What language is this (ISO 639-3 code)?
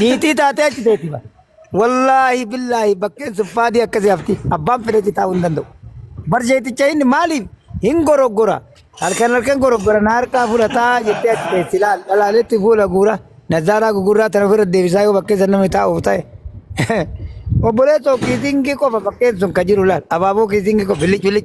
orm